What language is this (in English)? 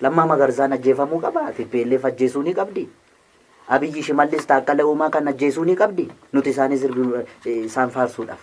Oromo